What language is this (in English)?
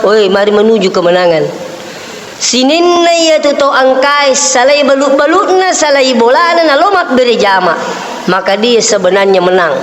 Buginese